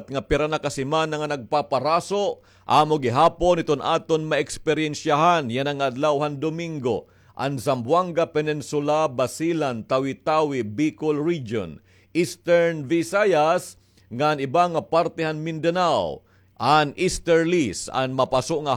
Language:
Waray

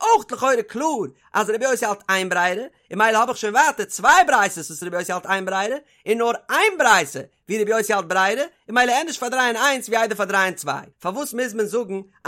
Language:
Yiddish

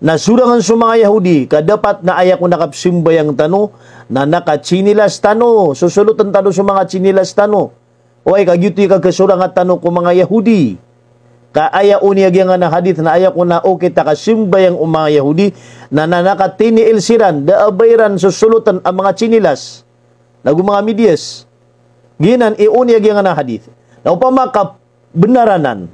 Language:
Maranao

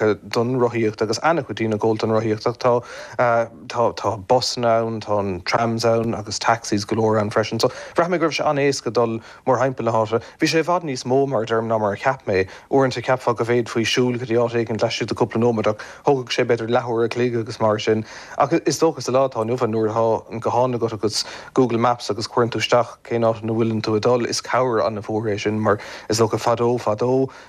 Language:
Irish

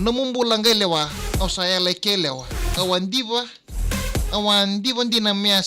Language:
Fijian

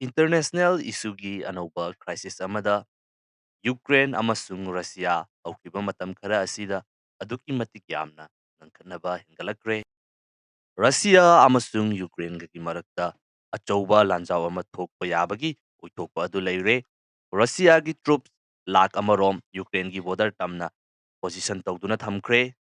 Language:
Manipuri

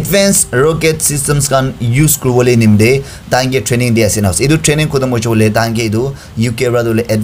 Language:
Naga Pidgin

